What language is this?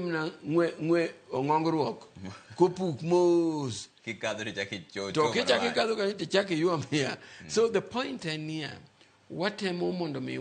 Luo (Kenya and Tanzania)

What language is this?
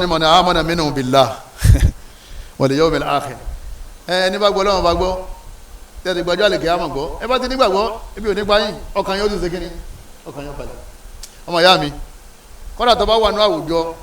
Yoruba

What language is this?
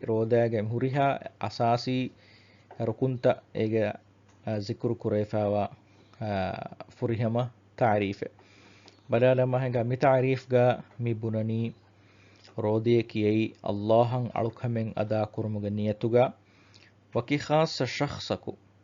Divehi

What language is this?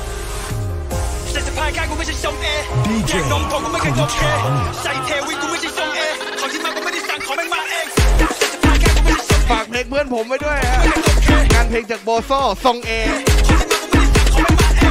Thai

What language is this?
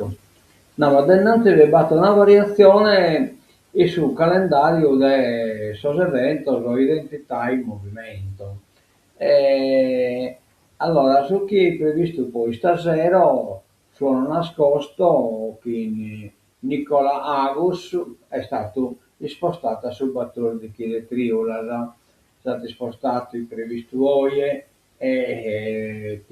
Sardinian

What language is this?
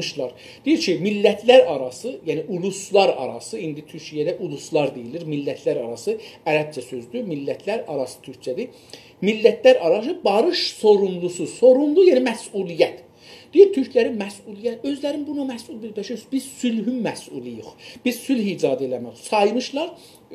South Azerbaijani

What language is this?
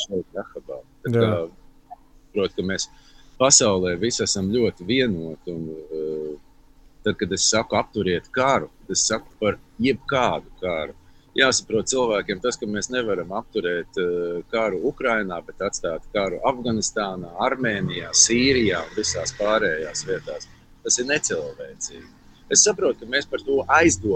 Latvian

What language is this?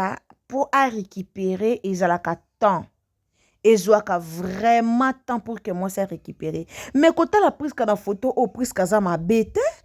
Lingala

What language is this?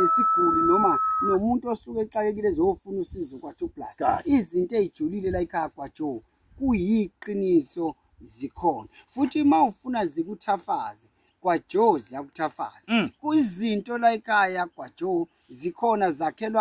Zulu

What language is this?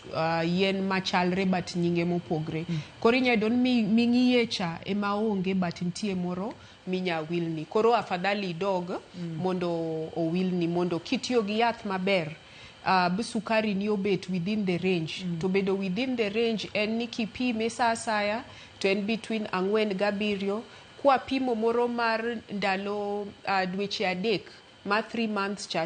Luo (Kenya and Tanzania)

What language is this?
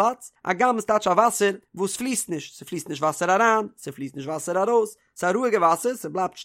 Yiddish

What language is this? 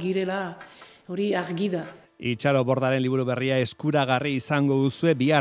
Basque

